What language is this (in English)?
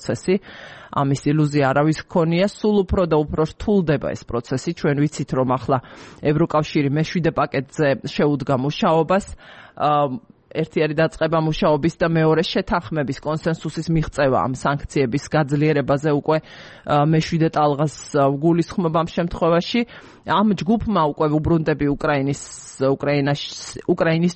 Georgian